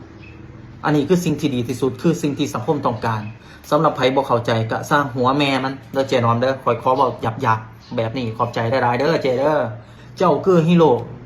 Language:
Lao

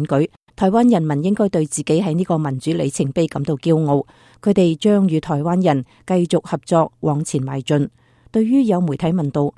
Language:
Cantonese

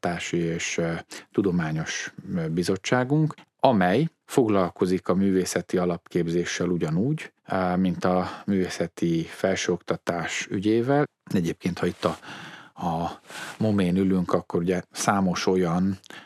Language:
Hungarian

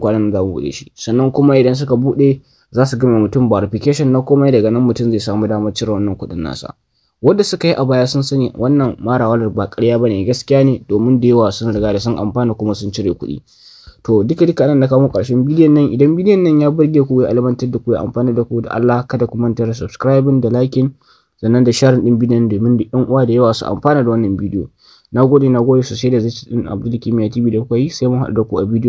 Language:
Hausa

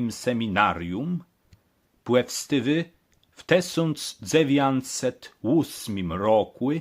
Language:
Kashubian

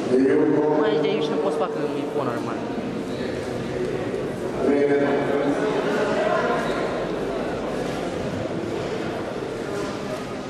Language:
Romanian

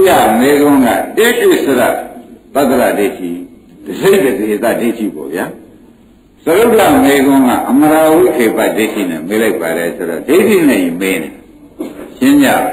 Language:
Burmese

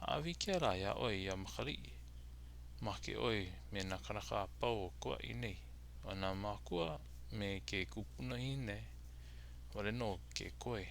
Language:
Hawaiian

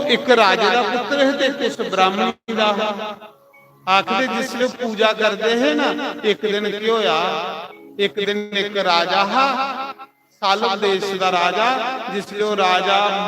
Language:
Dogri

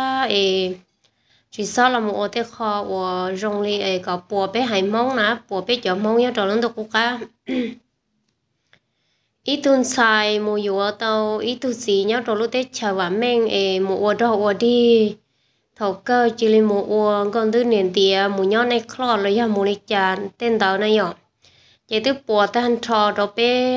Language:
Vietnamese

